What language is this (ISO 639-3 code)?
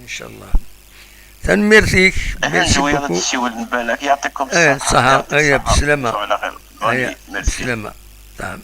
kab